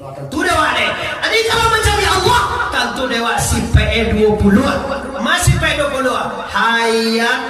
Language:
Minangkabau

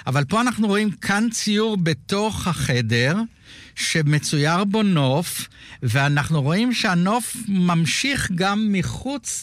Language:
Hebrew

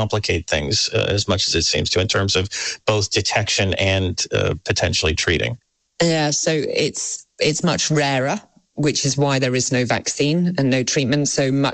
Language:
English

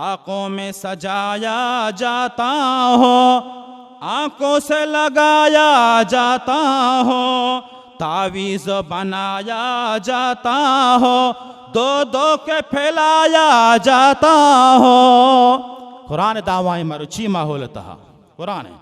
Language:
Baluchi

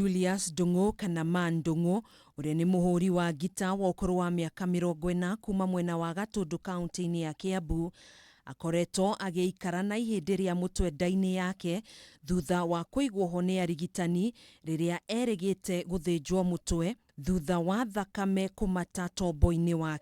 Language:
Kikuyu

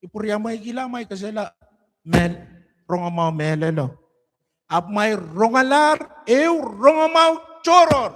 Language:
Pohnpeian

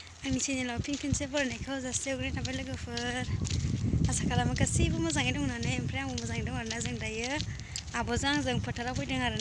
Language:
Bodo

